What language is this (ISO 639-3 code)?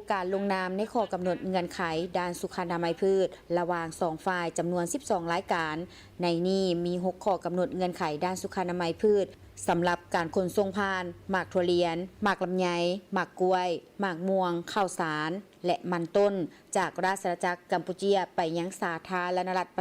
lao